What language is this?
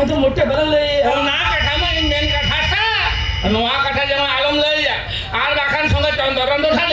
Santali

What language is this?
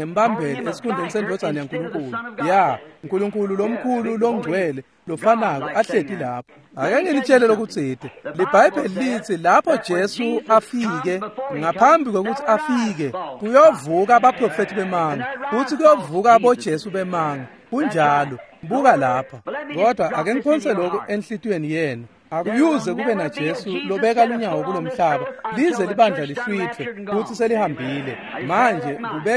Swati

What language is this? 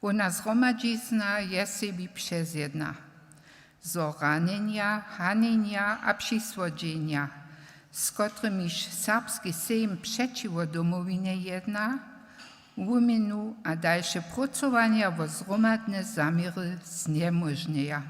Upper Sorbian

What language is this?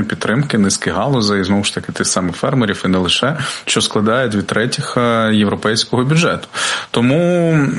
Ukrainian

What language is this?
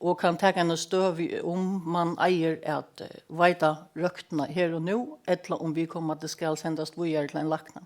Faroese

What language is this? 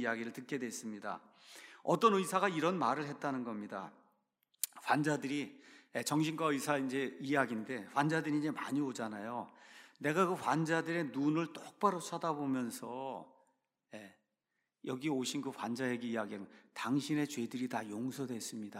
Korean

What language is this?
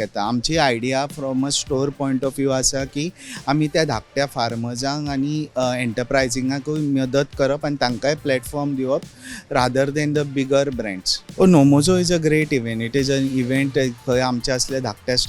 Konkani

